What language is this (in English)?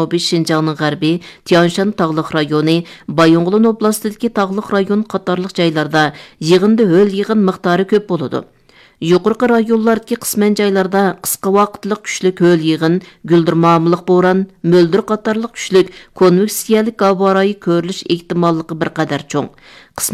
Uyghur